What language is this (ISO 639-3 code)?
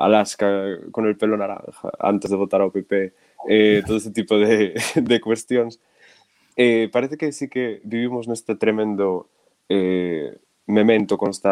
glg